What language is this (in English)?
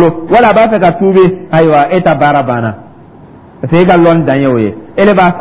Dyula